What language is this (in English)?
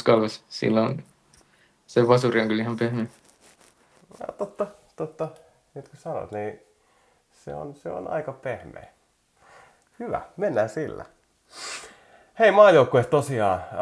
Finnish